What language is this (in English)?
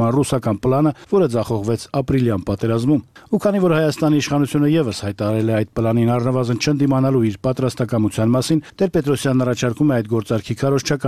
Armenian